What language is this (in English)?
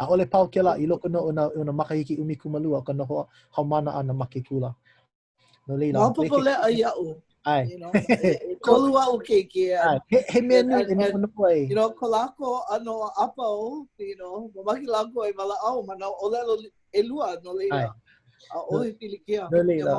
Hawaiian